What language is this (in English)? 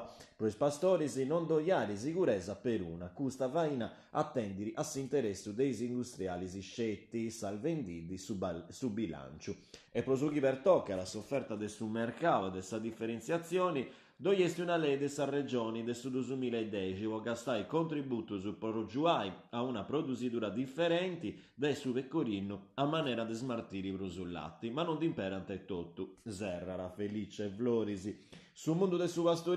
Sardinian